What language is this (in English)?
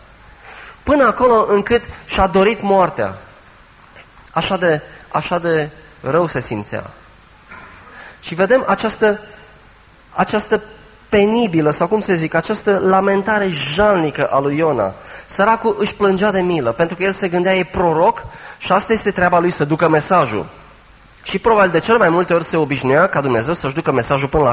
Romanian